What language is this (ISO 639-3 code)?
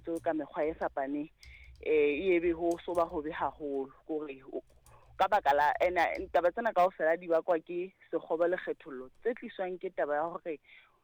sot